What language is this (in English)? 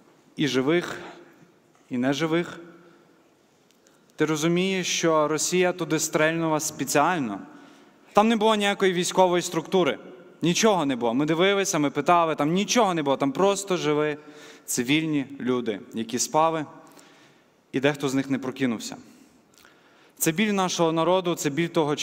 Ukrainian